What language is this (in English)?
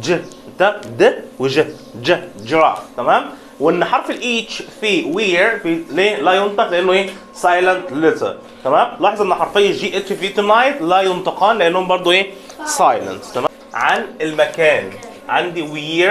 Egyptian Arabic